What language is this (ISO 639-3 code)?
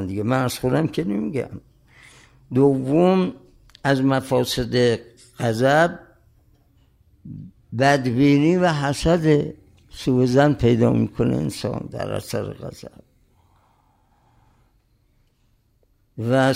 fas